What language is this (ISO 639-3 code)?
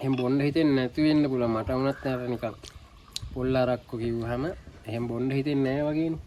sin